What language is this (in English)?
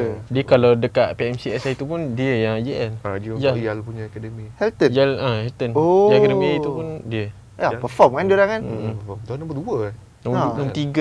Malay